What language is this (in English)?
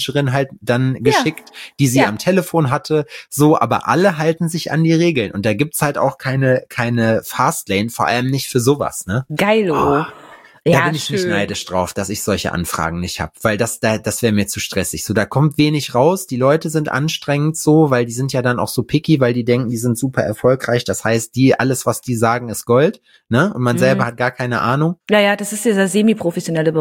German